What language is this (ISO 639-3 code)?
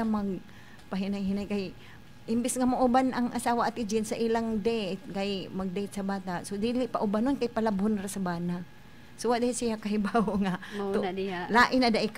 ceb